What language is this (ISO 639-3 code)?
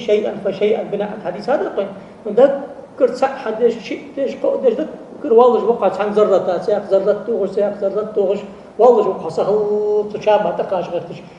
inh